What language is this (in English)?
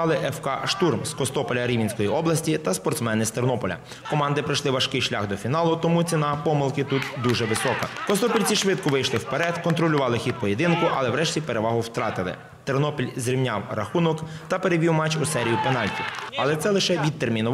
Ukrainian